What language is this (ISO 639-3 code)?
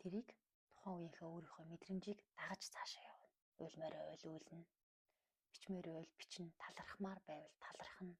mon